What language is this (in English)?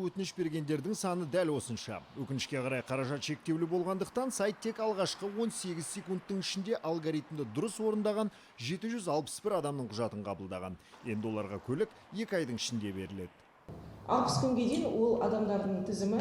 Kazakh